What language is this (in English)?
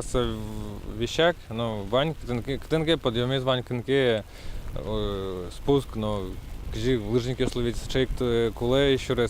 Udmurt